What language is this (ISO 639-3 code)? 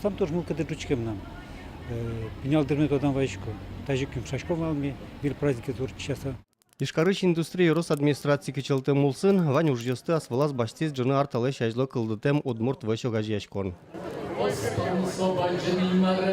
udm